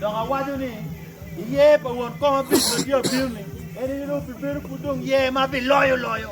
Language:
Acoli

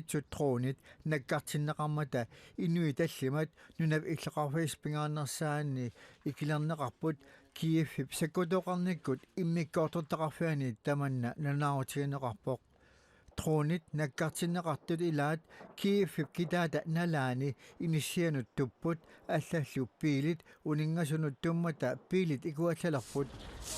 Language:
Kalaallisut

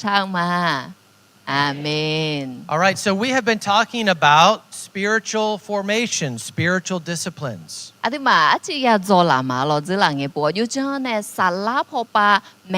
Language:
Akha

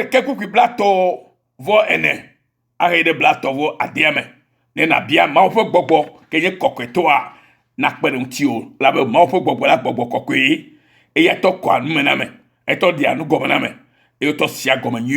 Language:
Ewe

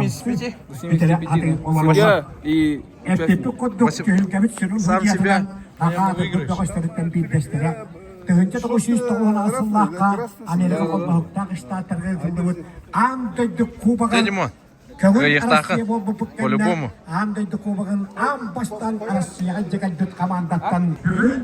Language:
Yakut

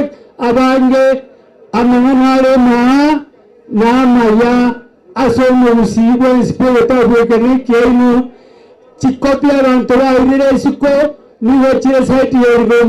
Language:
Gusii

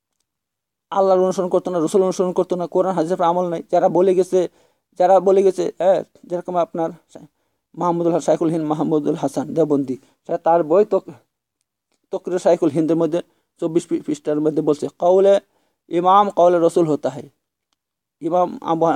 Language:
Bangla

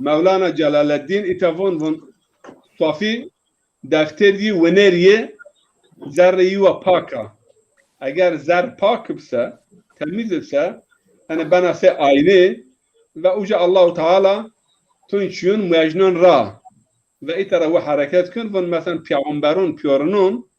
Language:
Zaza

